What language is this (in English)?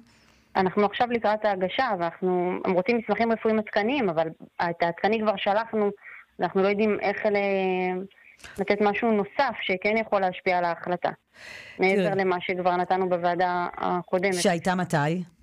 Hebrew